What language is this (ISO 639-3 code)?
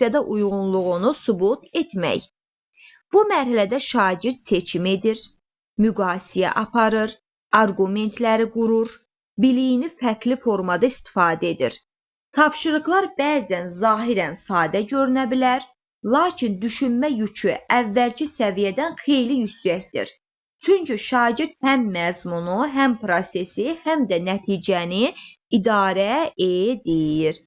aze